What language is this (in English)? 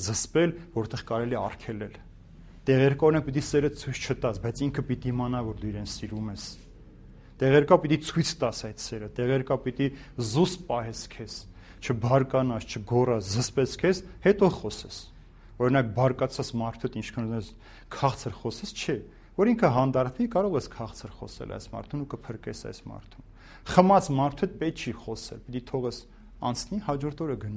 Armenian